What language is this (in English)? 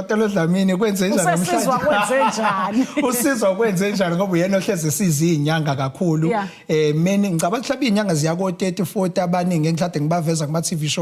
Zulu